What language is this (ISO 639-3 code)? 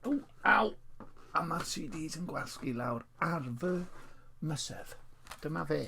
cym